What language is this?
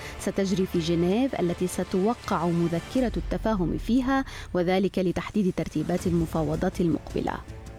Arabic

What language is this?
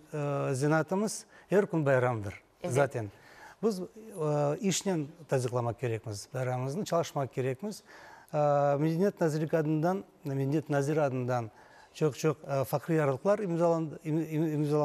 Crimean Tatar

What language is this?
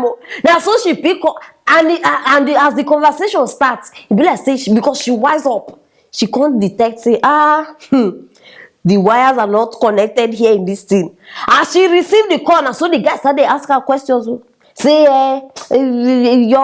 Nigerian Pidgin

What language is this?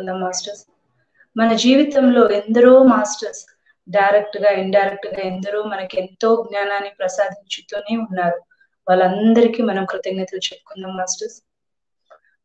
Telugu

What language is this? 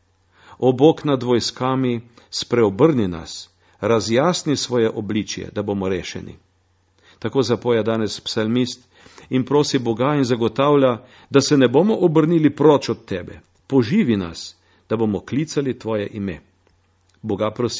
Slovenian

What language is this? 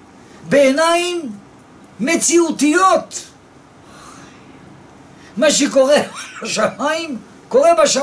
Hebrew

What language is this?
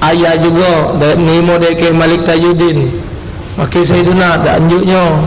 Musi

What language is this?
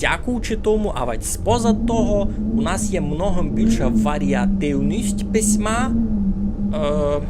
Rusyn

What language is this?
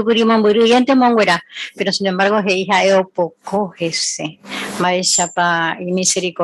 Guarani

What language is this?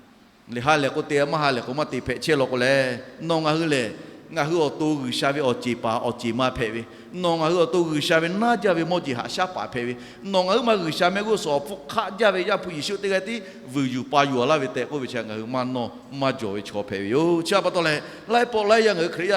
Lahu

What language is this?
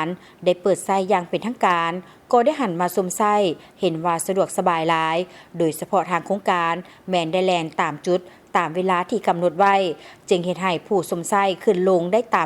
Lao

